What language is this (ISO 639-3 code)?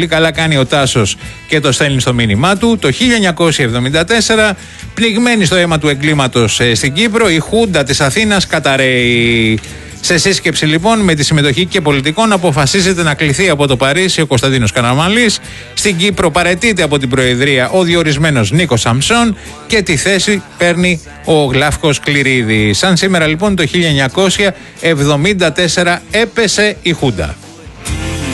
ell